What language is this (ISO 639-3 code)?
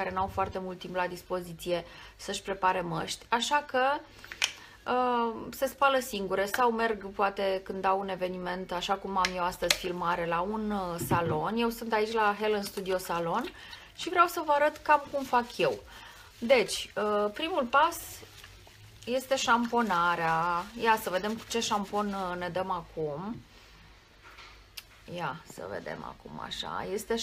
ron